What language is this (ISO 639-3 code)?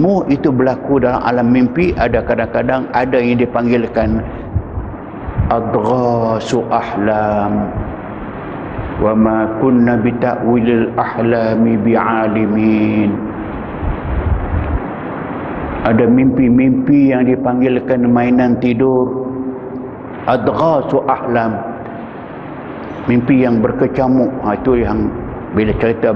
msa